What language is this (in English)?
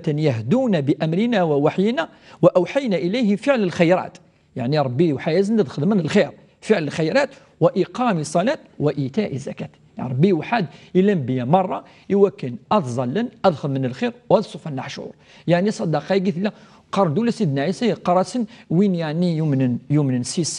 Kabyle